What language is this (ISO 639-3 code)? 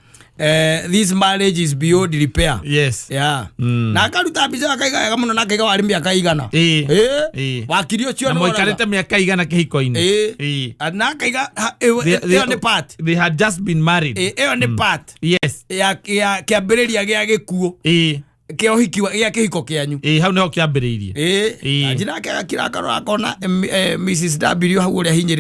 kik